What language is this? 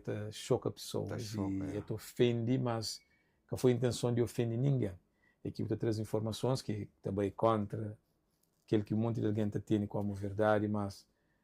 Kabuverdianu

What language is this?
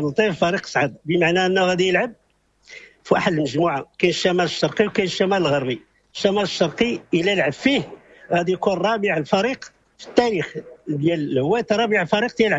Moroccan Arabic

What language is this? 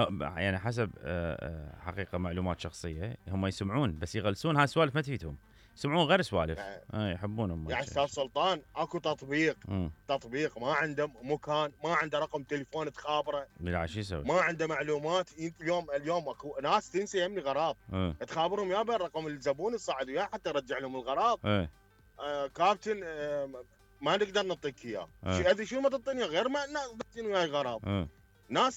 Mesopotamian Arabic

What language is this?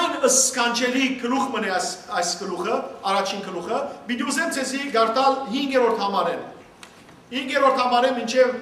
Western Armenian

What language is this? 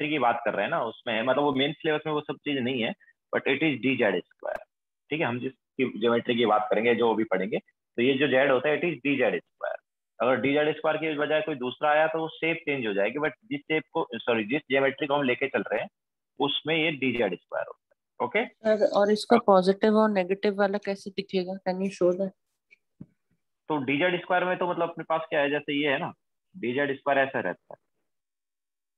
Hindi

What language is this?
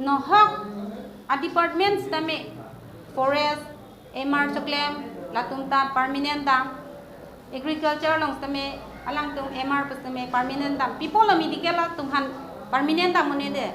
Karbi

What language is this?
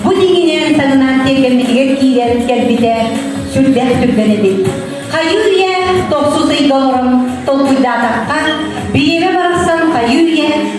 Yakut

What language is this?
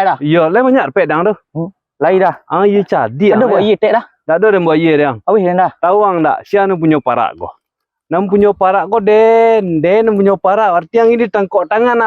Minangkabau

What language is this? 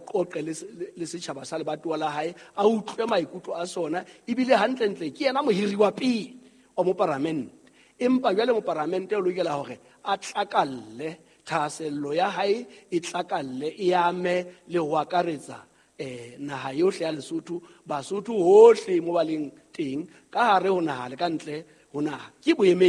Southern Sotho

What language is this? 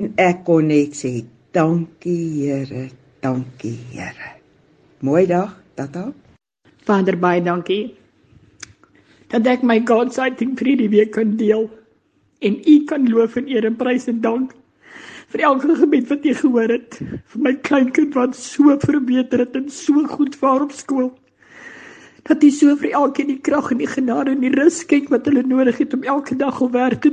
Afrikaans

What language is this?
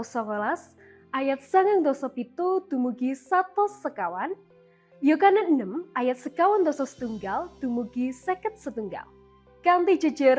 Javanese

